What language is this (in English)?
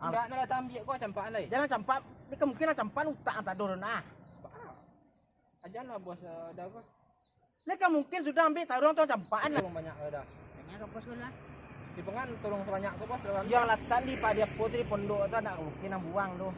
Minangkabau